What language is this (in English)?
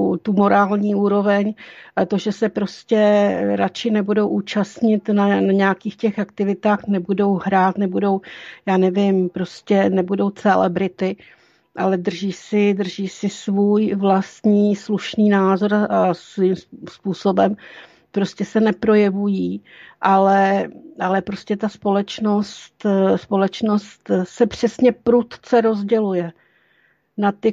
Czech